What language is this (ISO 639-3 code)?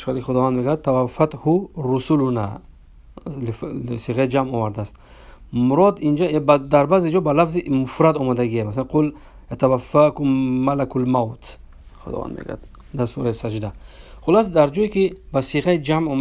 tgk